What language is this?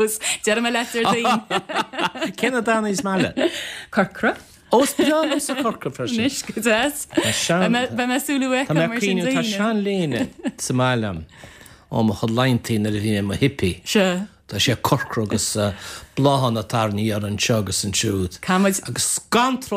Irish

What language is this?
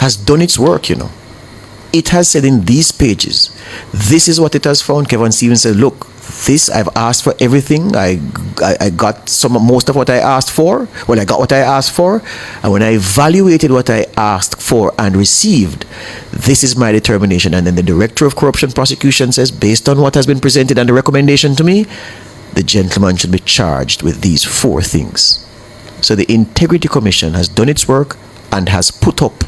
Jamaican Creole English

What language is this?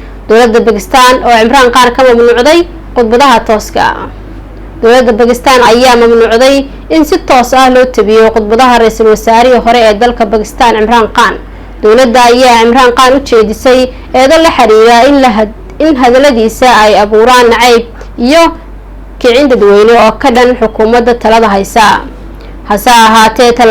Somali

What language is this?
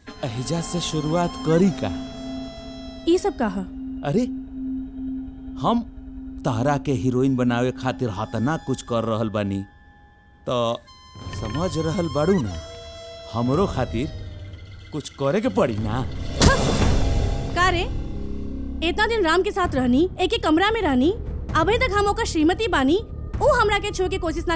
Bhojpuri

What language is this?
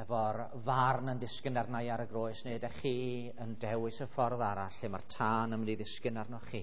Welsh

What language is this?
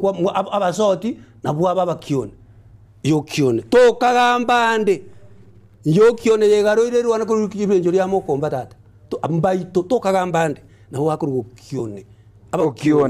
Gusii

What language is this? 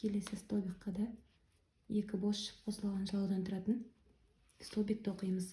Kazakh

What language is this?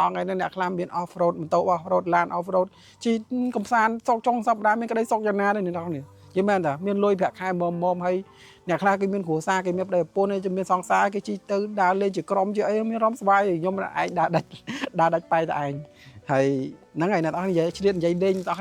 Khmer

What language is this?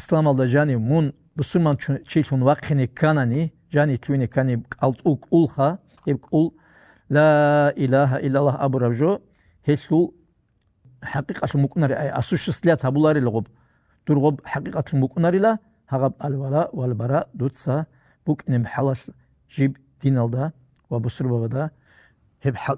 Avaric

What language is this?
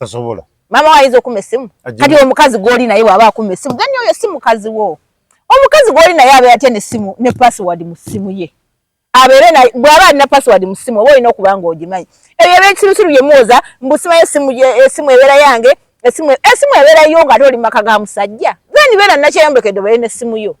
Ganda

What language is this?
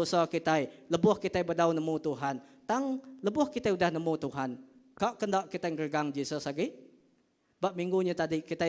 Iban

